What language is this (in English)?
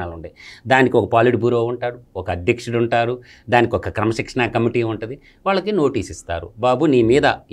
Telugu